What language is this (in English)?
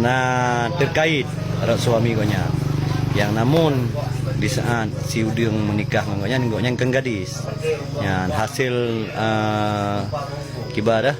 Achinese